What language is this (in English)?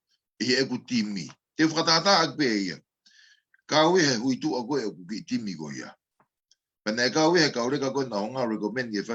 Tongan